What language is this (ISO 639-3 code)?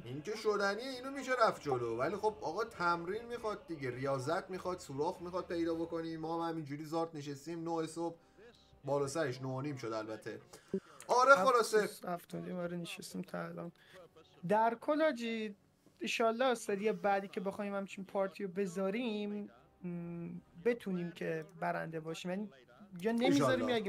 fas